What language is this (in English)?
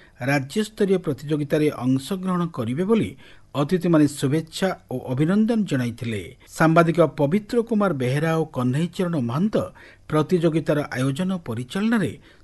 Odia